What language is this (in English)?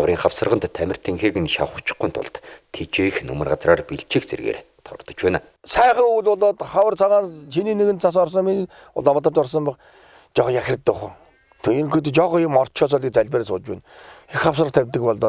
Mongolian